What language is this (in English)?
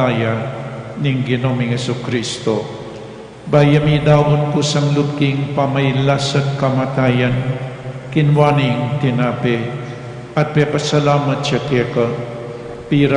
Pampanga